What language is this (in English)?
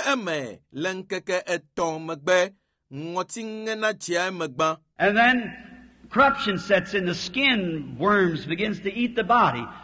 Ewe